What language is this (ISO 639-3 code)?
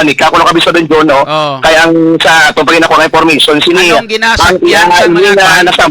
hil